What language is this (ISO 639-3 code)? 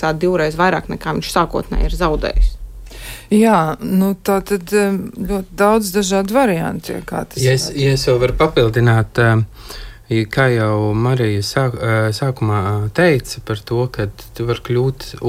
lav